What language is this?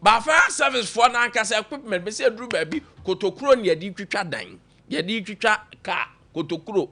Akan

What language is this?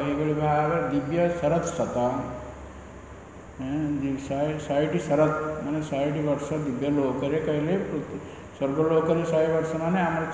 Odia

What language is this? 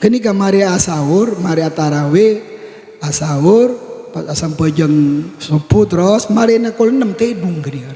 Madurese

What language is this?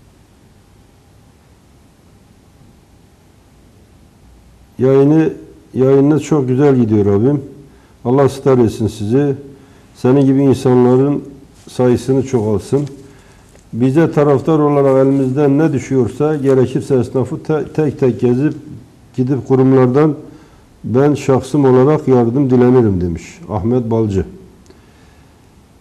Turkish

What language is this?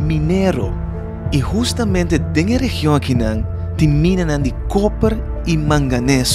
Papiamento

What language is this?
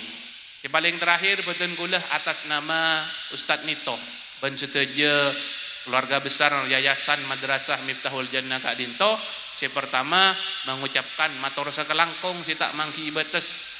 Madurese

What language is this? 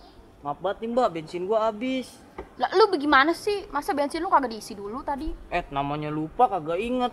Betawi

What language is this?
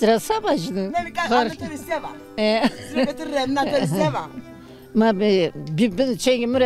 Zaza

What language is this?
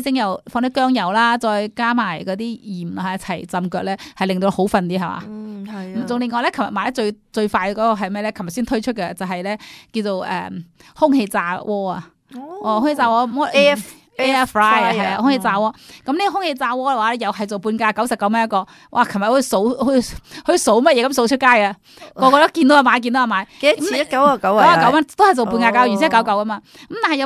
Cantonese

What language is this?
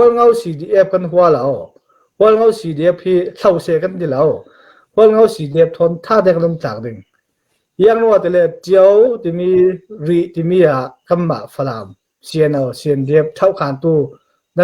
Falam Chin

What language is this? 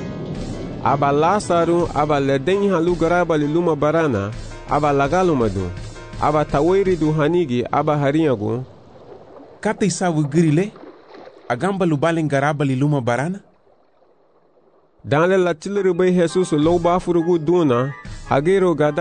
Garifuna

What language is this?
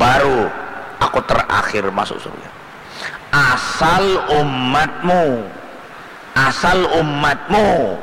Banjar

